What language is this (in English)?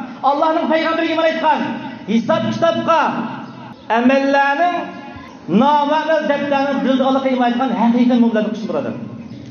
Uyghur